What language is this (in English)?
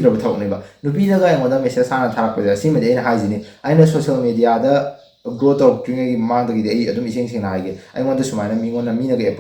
Manipuri